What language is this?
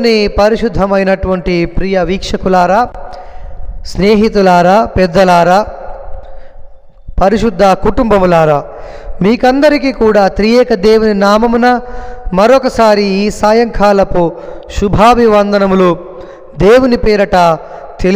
Telugu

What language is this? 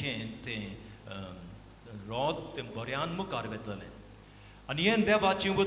Konkani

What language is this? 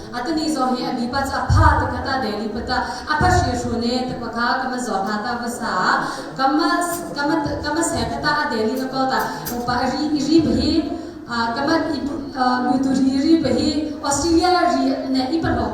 Mara Chin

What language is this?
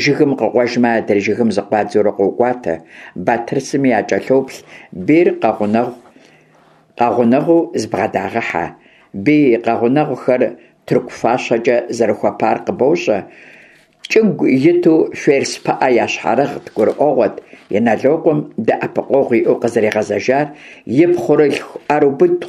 Kabardian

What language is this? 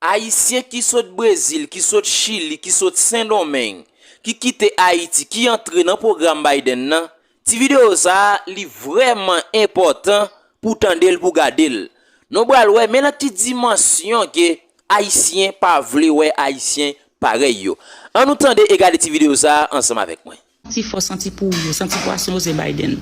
Haitian Creole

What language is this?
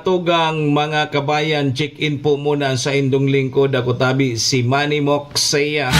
Bikol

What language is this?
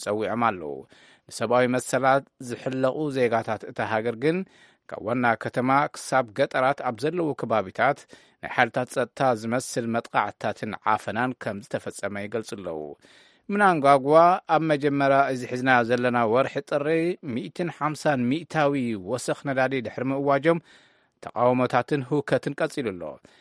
Tigrinya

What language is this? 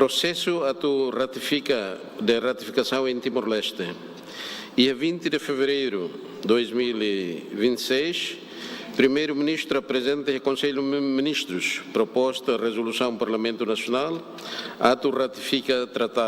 Tetum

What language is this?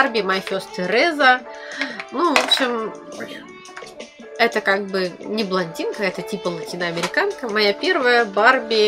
Russian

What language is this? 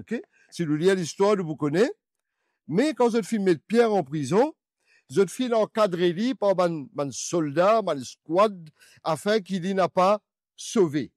Morisyen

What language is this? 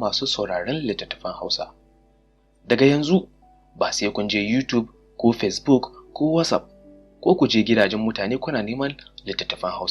Hausa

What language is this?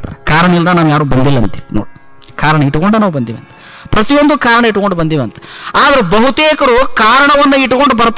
Kannada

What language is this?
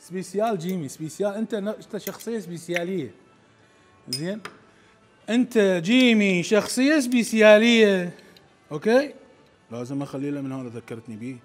Mesopotamian Arabic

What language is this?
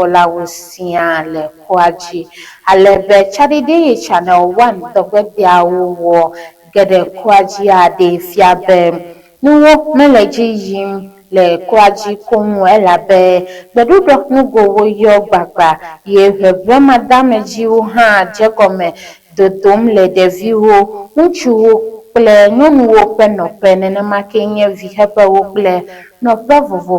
Ewe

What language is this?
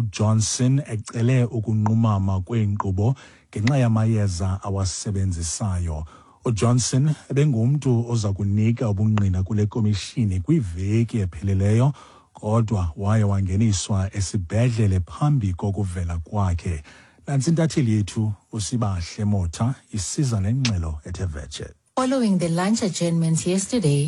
Xhosa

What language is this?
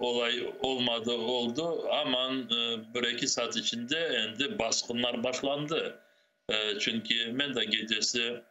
Crimean Tatar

